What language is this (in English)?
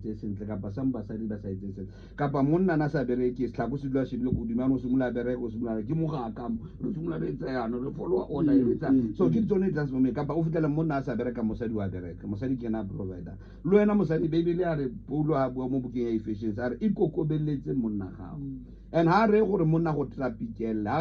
Tswana